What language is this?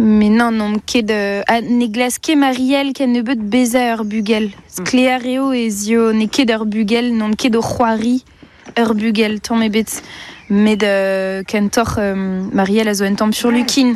Breton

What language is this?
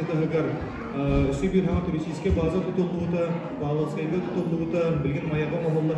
Yakut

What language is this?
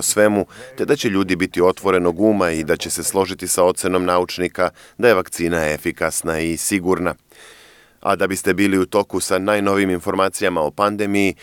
Serbian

